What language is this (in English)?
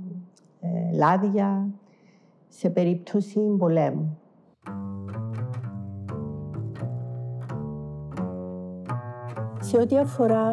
Greek